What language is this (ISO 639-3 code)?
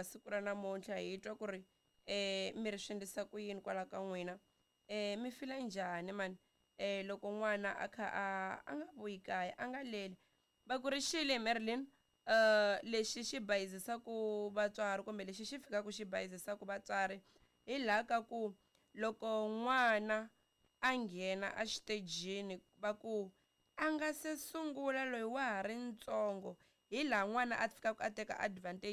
tso